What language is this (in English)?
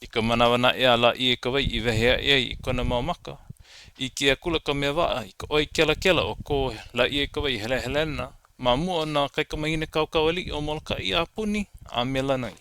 Hawaiian